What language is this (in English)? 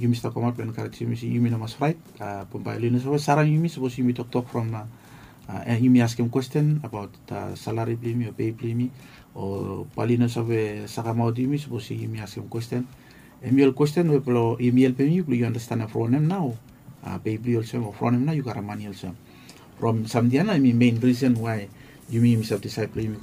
Bislama